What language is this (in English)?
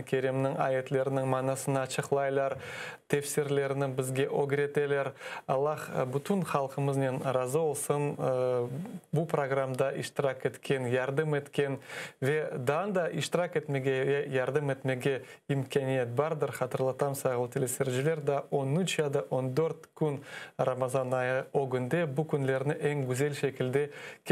Crimean Tatar